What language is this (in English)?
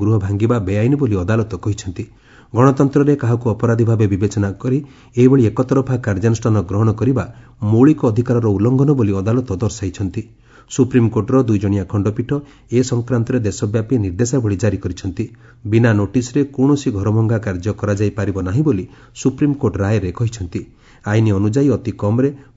Odia